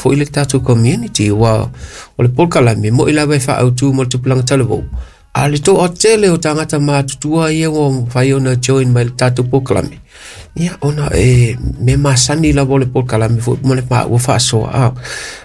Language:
Samoan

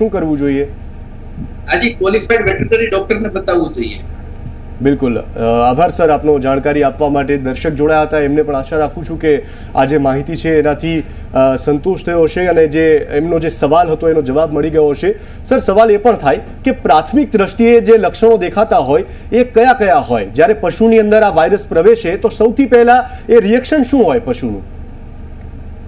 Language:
Gujarati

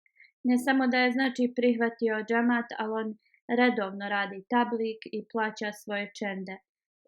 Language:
Bosnian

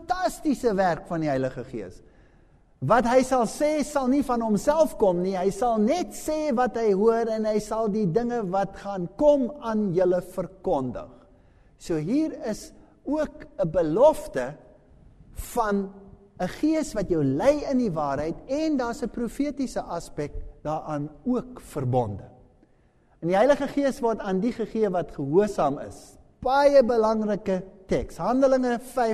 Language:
Afrikaans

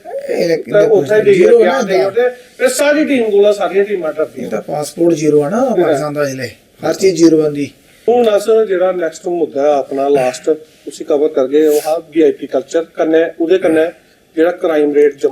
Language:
Dogri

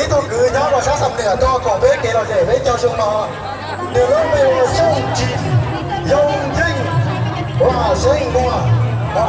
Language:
Hmong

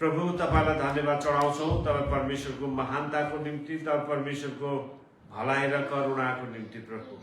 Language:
Nepali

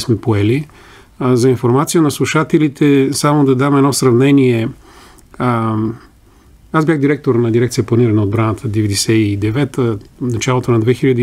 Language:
Bulgarian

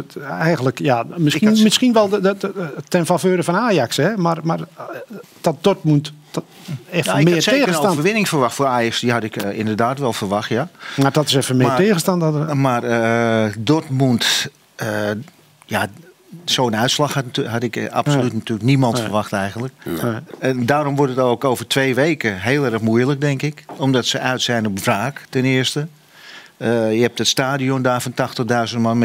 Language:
Dutch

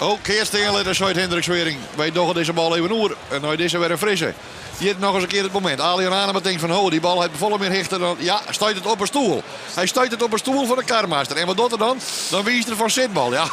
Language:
Western Frisian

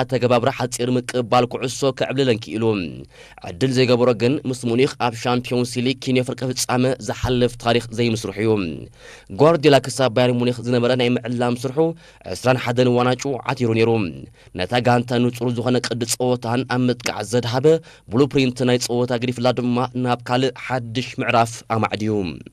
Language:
Tigrinya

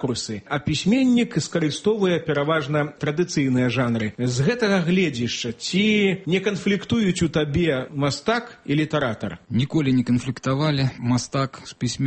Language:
Belarusian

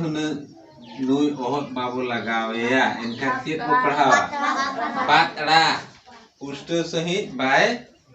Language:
Santali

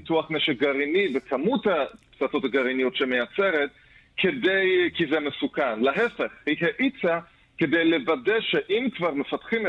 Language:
Hebrew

